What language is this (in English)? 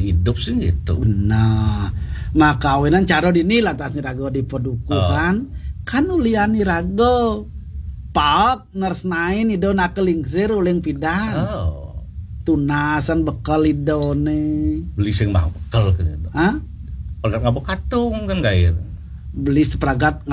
Balinese